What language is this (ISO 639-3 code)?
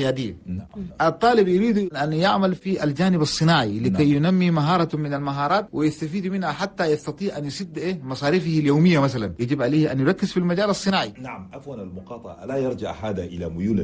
shu